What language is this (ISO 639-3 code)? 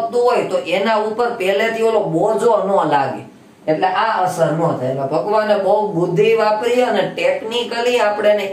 guj